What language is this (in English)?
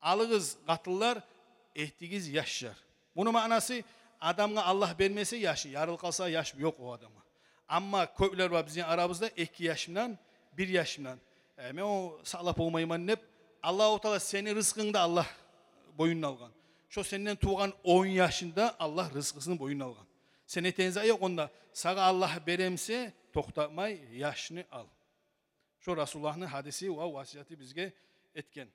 Kumyk